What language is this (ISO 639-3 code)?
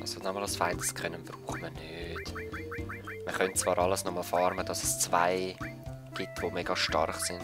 gsw